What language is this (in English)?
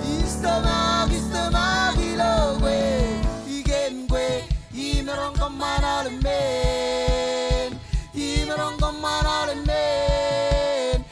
Marshallese